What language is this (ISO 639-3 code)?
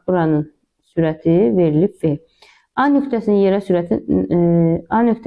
aze